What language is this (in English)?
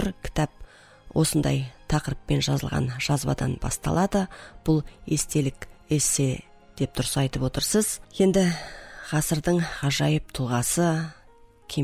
Kazakh